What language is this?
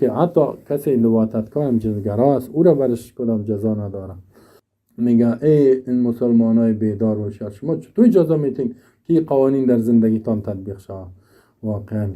Persian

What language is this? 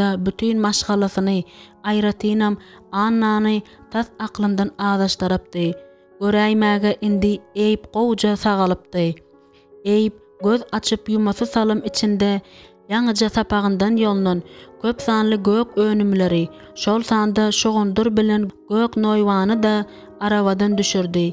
Turkmen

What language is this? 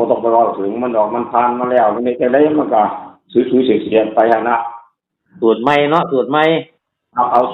Northeastern Thai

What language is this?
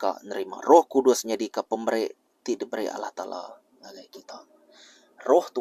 Iban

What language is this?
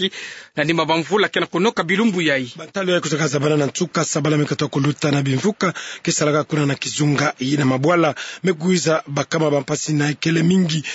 Kituba (Democratic Republic of Congo)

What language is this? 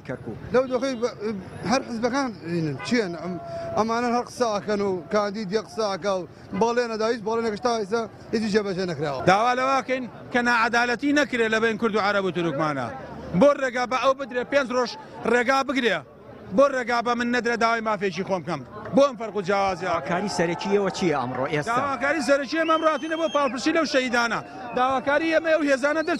Central Kurdish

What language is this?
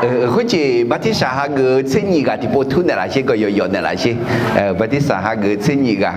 Akha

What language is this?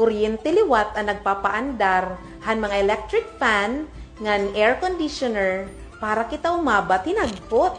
Waray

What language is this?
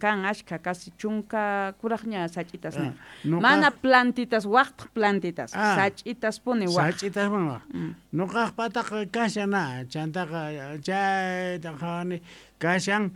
South Bolivian Quechua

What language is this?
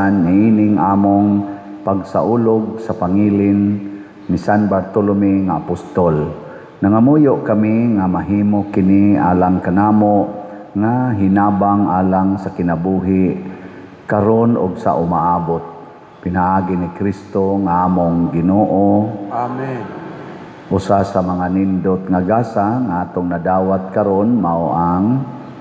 Cebuano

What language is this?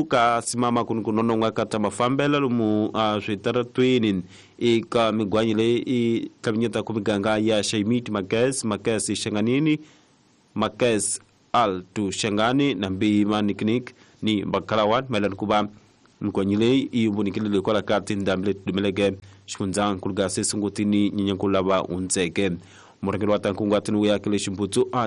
Tsonga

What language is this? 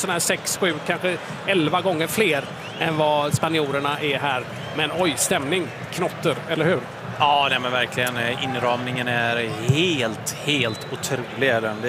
Swedish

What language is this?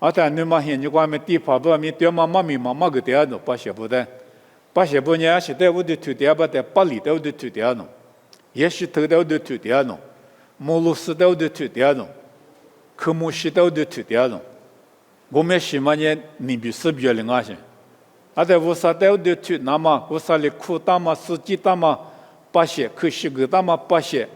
Lisu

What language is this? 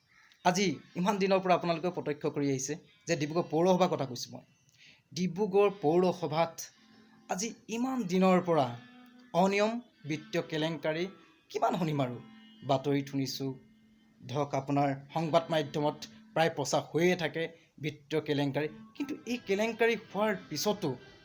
Assamese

